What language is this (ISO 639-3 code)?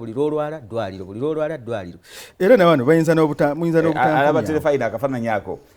lug